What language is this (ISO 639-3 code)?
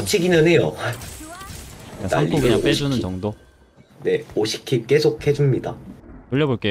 kor